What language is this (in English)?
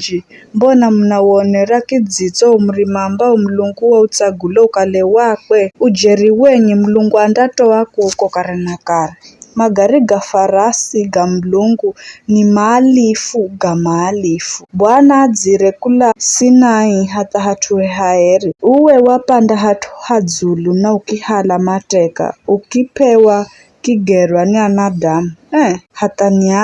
Giryama